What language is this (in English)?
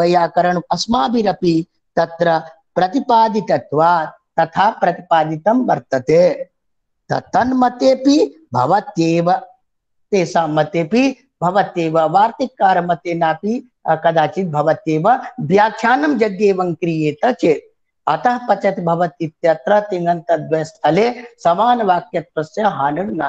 Sanskrit